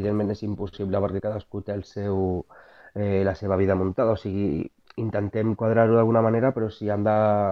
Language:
Catalan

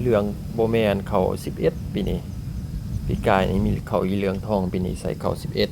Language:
Lao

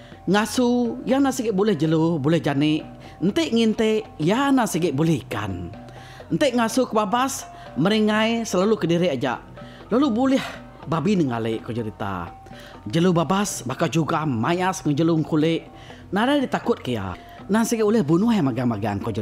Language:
Iban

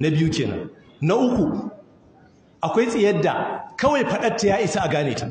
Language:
Hausa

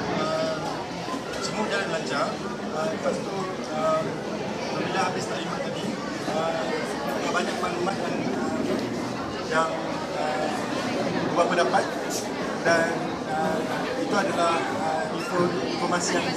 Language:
Malay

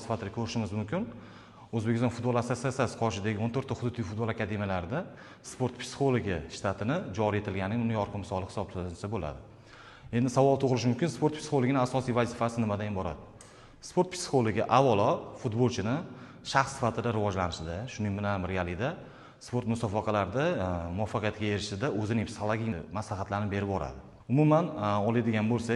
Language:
Uzbek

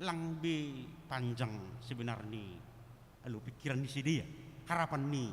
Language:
Batak Simalungun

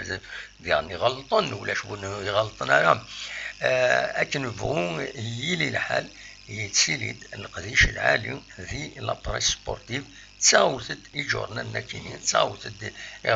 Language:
Kabyle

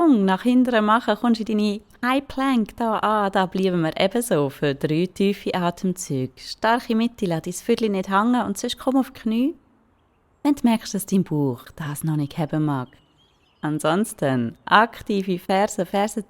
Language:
Swiss German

